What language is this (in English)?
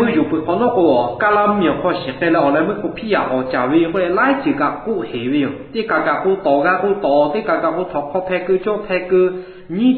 Lahu